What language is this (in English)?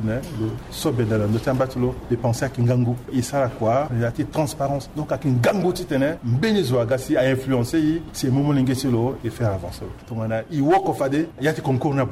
Sango